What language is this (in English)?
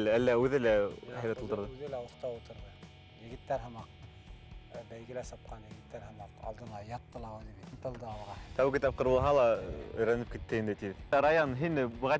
Bashkir